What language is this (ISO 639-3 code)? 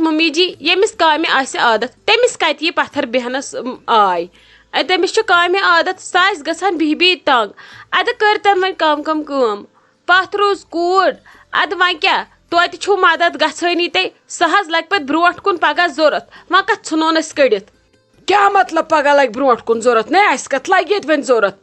kas